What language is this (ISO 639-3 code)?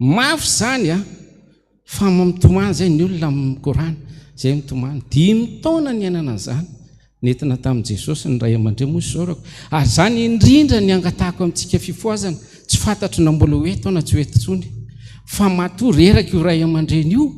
mlg